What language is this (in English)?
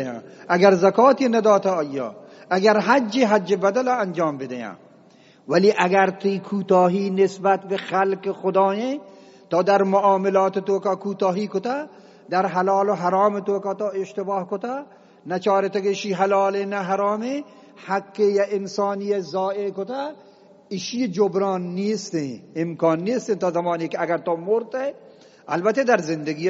Eastern Balochi